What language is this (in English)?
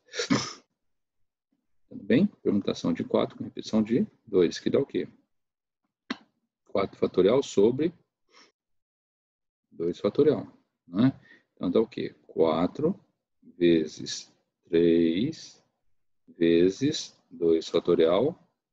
Portuguese